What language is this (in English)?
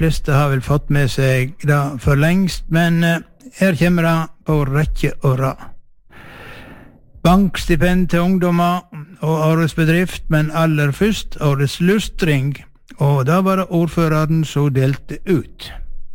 Norwegian